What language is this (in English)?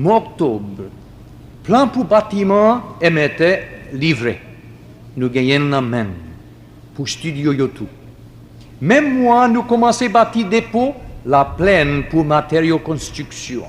Haitian Creole